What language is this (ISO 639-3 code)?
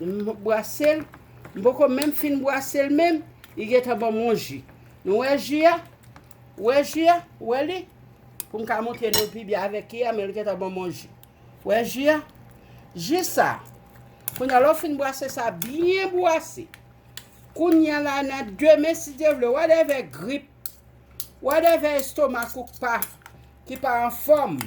hat